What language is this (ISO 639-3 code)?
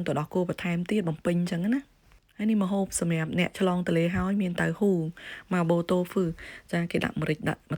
khm